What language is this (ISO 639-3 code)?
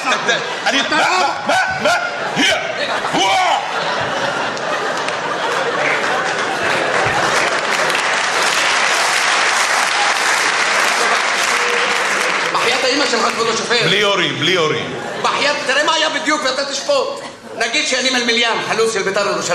heb